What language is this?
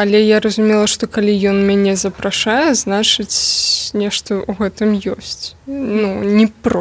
Belarusian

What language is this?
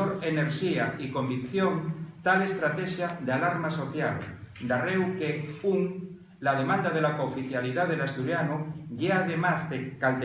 Asturian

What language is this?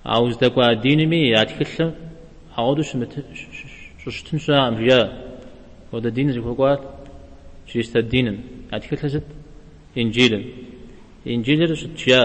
Kabardian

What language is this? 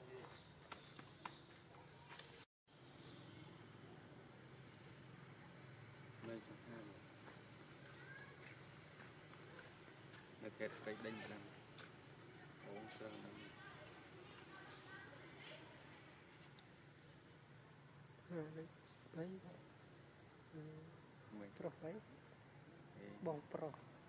Vietnamese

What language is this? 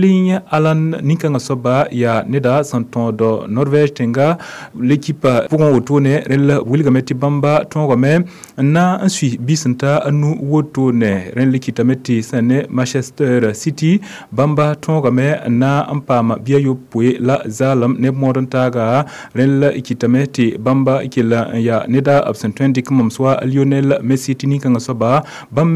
Mossi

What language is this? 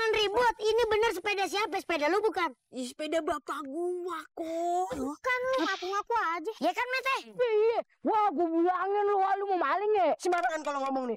Betawi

